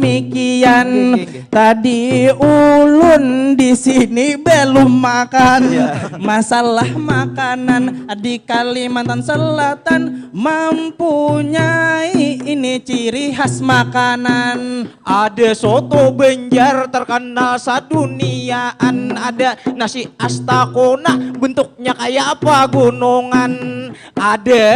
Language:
Banjar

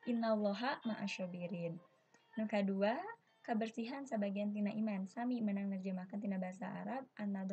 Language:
Sundanese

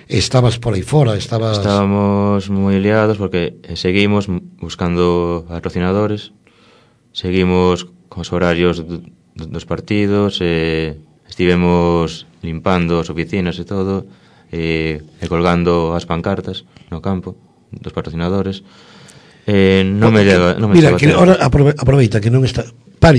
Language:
Galician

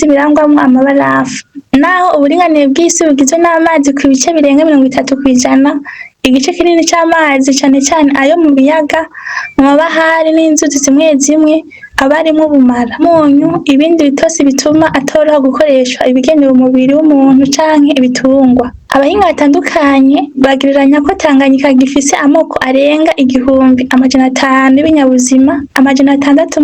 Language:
Rundi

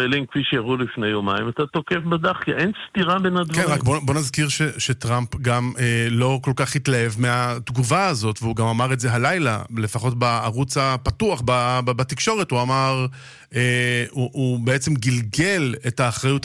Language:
Hebrew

